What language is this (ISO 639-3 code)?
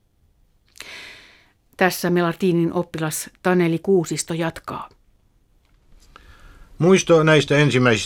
fin